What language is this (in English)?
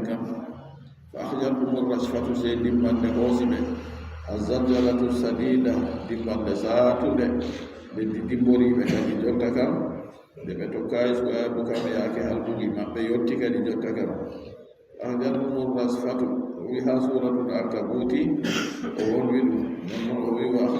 Adamawa Fulfulde